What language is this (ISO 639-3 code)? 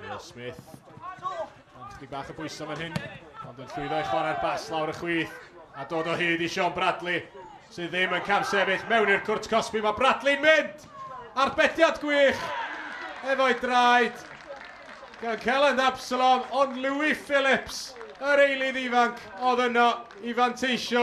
cym